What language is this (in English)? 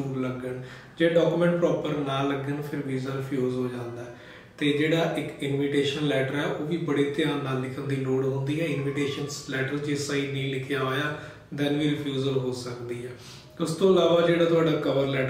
Punjabi